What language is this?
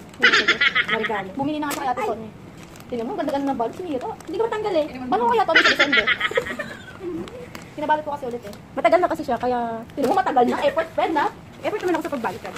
Filipino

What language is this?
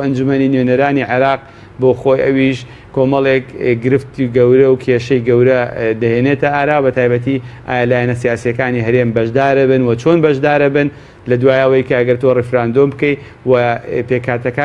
Central Kurdish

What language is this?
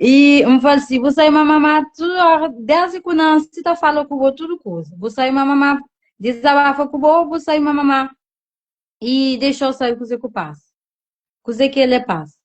Kabuverdianu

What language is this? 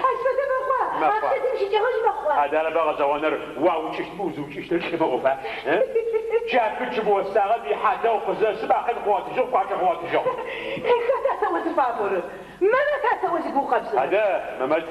Adyghe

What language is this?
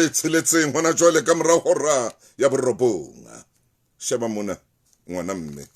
Southern Sotho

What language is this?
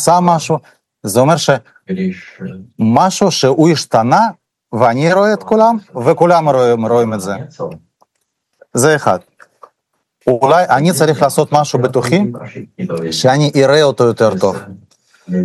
Hebrew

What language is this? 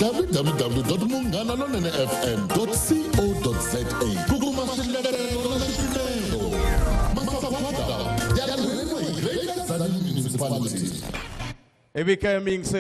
Tsonga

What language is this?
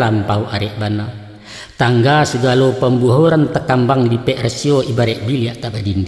Minangkabau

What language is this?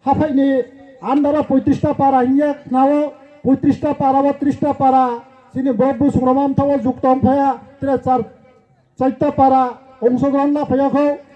Riang (India)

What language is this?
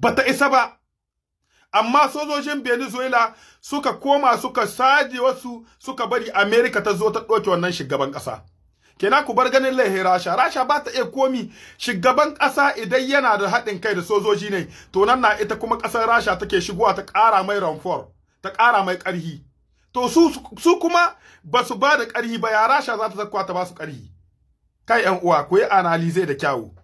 Hausa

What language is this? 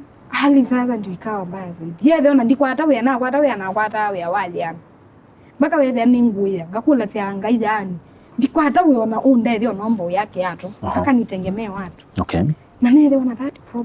Kamba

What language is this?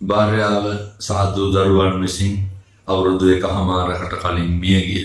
Sinhala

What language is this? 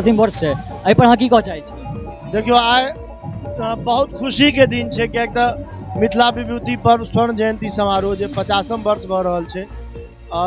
Maithili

